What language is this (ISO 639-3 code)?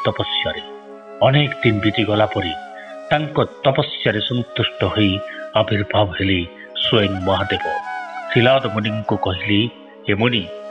ori